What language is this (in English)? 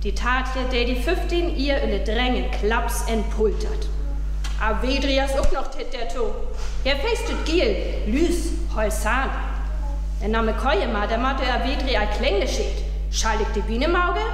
Northern Frisian